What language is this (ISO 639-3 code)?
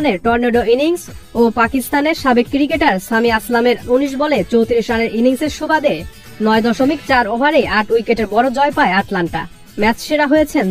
ben